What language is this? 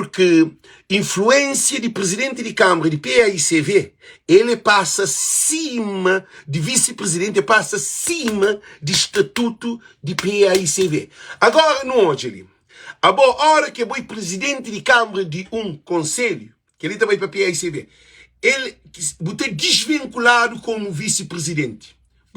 Kabuverdianu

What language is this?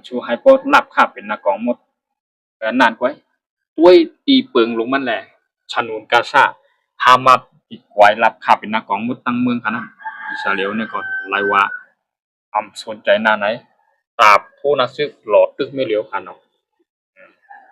Shan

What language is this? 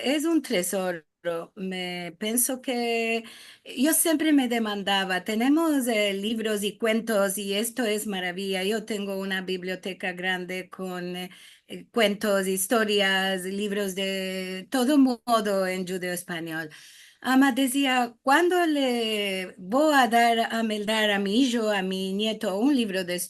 Ladino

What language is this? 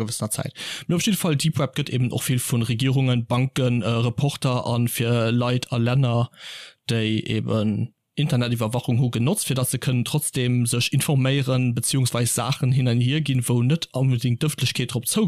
Luxembourgish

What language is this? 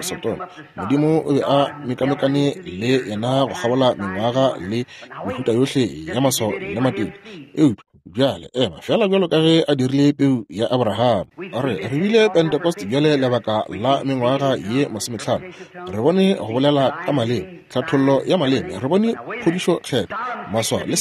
Northern Sotho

